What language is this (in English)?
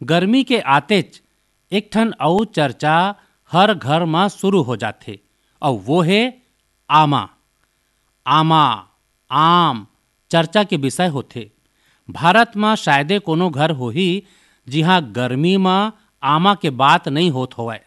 Chhattisgarhi